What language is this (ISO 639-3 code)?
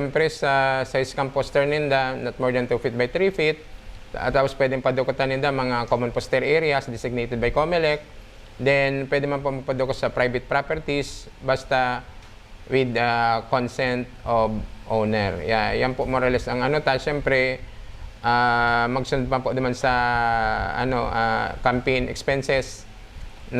bik